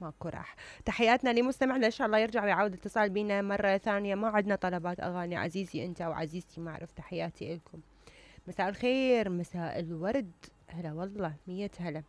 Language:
Mesopotamian Arabic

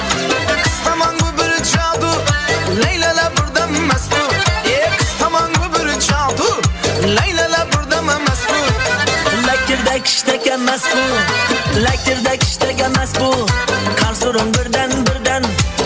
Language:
Kara-Kalpak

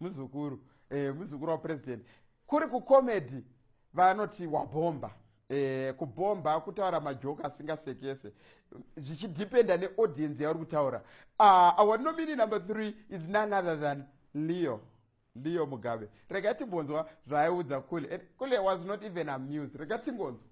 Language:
Shona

